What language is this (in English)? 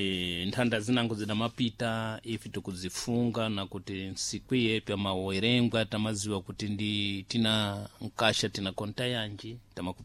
Sena